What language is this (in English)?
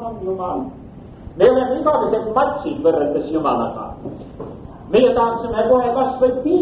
Estonian